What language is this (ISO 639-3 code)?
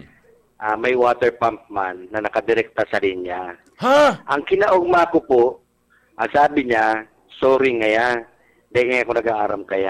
bik